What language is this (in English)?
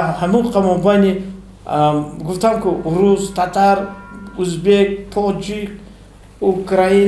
Tajik